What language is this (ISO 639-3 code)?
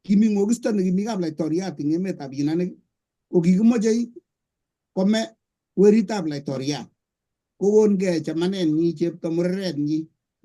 kln